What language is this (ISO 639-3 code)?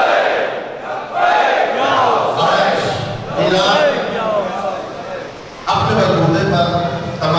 urd